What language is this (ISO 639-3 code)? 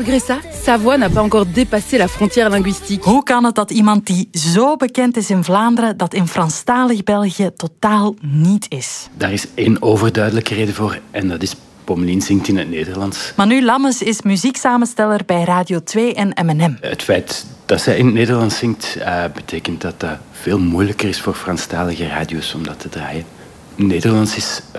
nld